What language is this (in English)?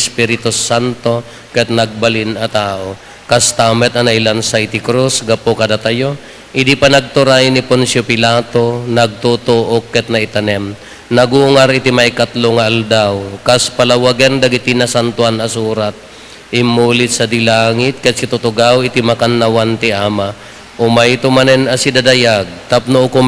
Iloko